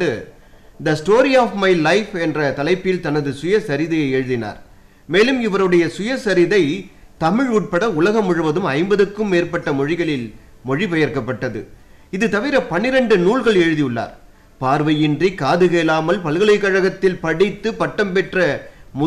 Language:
Tamil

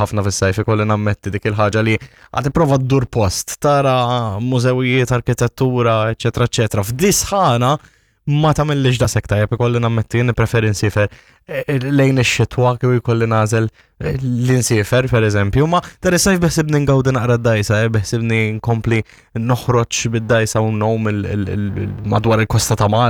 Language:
Maltese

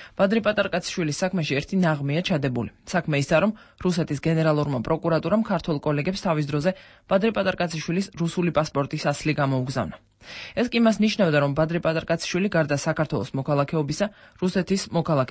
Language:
Georgian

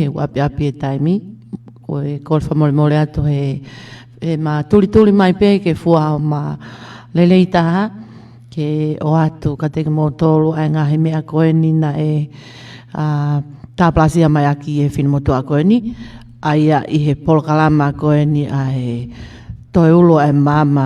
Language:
Tongan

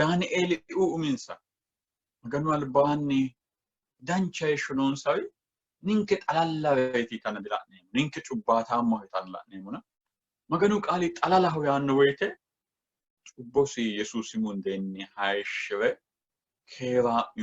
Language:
Sidamo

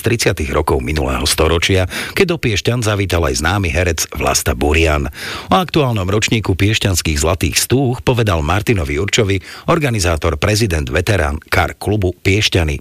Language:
Slovak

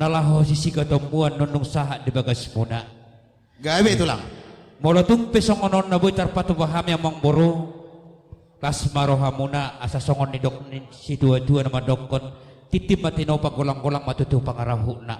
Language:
Batak Toba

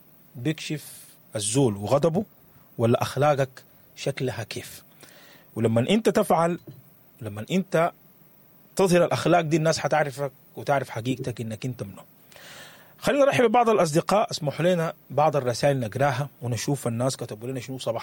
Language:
Sudanese Arabic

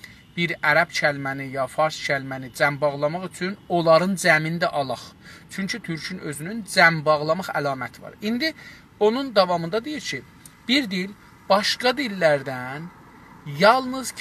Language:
South Azerbaijani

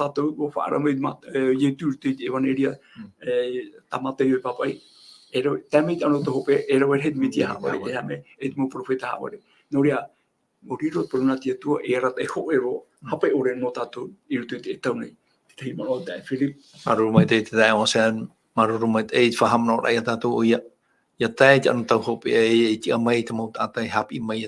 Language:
Tahitian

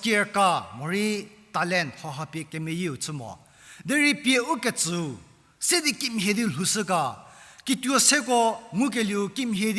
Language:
Angami Naga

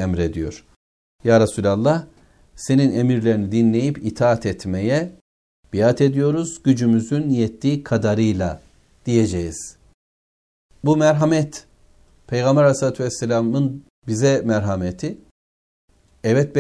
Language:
Turkish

